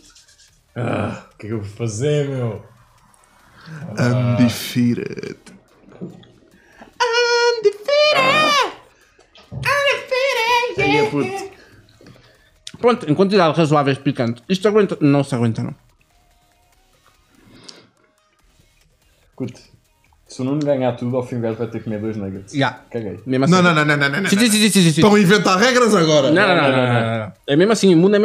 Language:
Portuguese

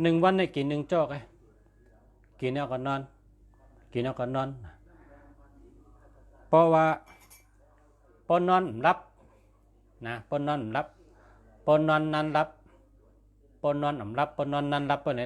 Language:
Shan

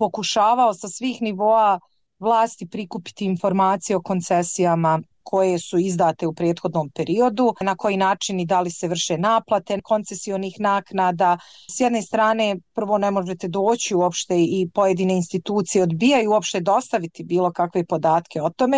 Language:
Bosnian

